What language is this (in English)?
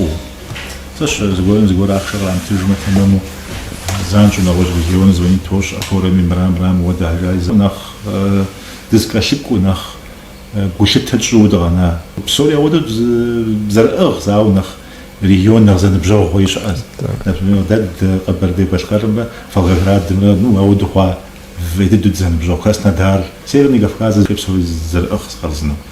Kabardian